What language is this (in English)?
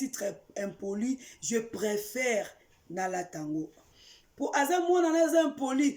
Lingala